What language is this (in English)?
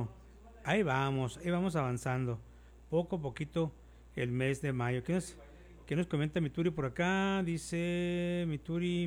Spanish